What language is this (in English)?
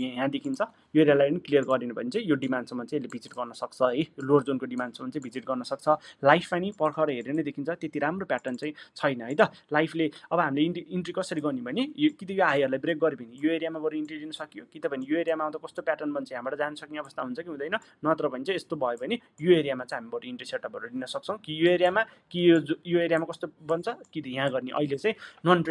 Nepali